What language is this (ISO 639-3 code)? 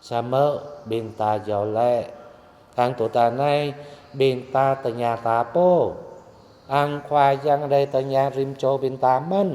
jra